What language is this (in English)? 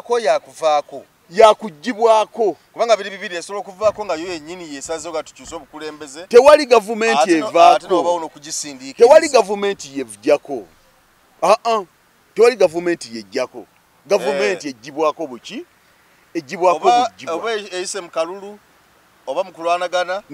Ganda